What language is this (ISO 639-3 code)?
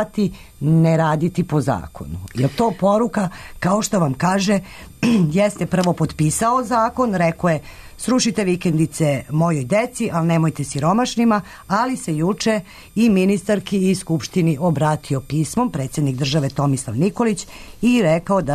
srp